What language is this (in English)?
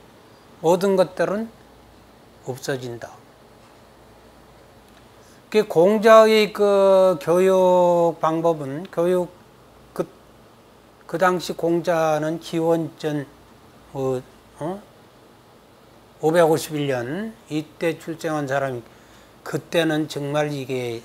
Korean